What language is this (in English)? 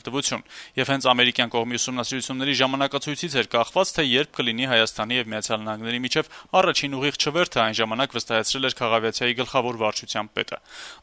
Armenian